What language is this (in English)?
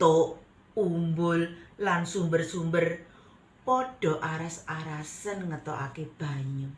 Javanese